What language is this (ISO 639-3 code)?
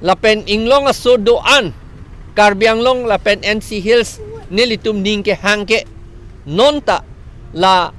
mjw